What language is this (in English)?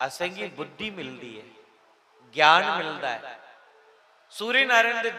Dogri